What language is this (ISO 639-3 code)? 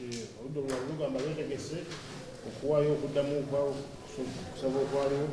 lug